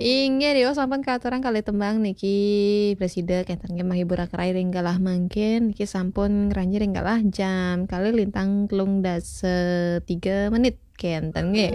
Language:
Balinese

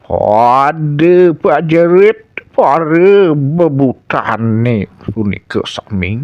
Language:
Balinese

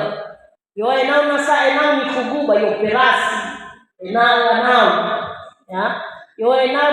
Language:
Nias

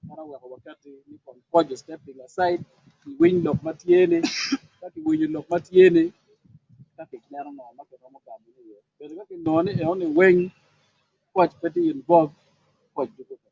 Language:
Acoli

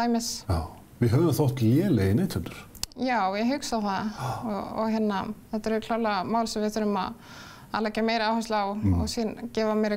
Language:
Icelandic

